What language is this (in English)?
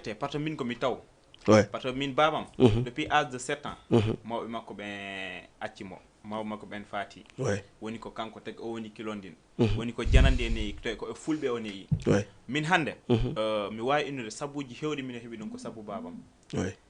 Fula